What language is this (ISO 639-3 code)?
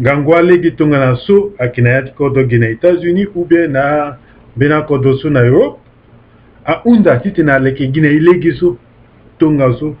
sag